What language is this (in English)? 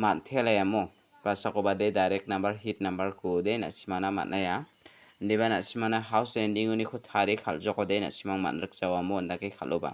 Garo